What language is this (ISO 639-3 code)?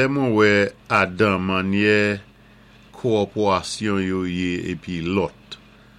acf